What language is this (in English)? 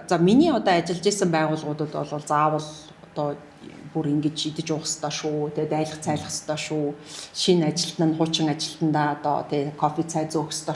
Mongolian